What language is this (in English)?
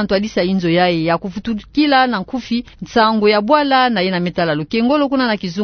Kituba (Democratic Republic of Congo)